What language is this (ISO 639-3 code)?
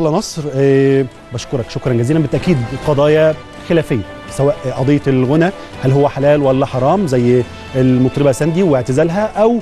arz